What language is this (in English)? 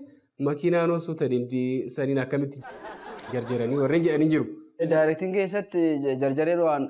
Oromo